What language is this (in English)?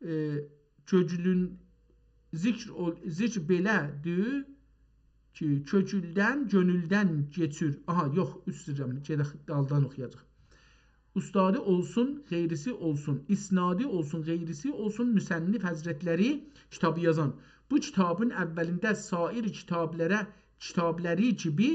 South Azerbaijani